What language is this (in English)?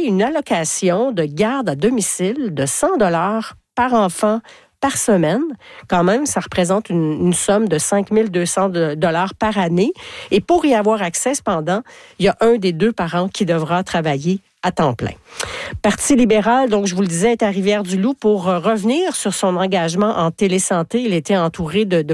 French